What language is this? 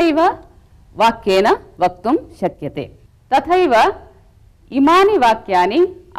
Sanskrit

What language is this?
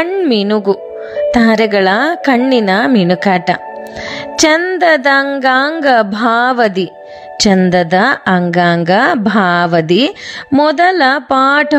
Kannada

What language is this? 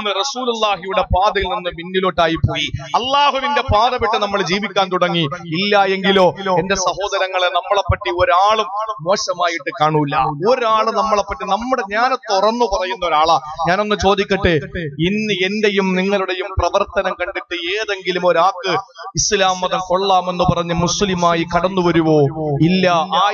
Malayalam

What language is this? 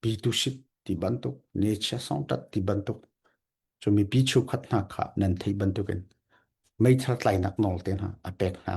Hakha Chin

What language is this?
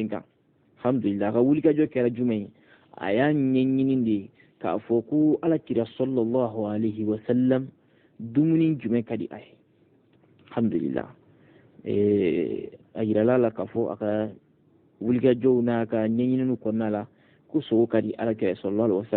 Bambara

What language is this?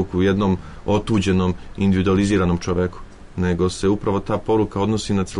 Serbian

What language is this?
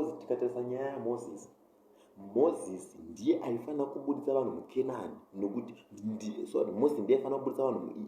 Shona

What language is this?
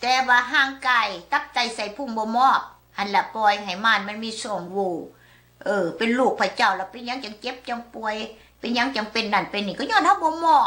Lao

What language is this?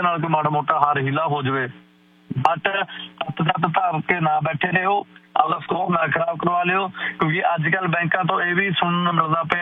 Punjabi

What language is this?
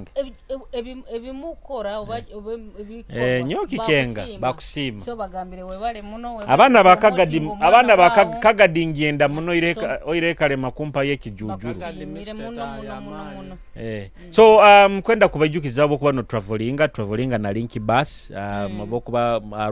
Nyoro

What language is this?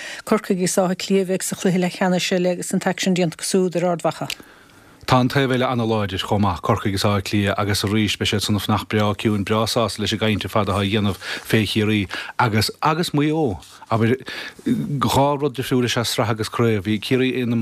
Irish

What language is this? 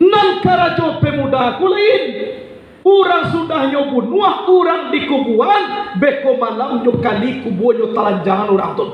Minangkabau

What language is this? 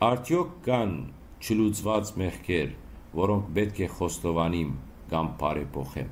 Western Armenian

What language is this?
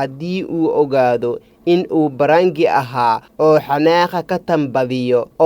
Somali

